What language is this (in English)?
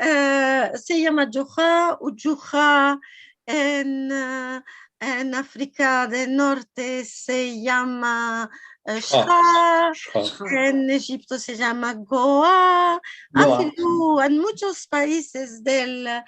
Ladino